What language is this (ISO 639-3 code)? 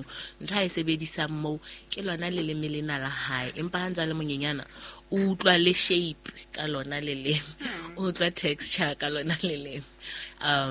sot